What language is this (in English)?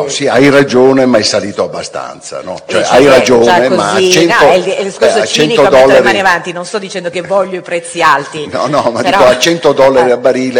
Italian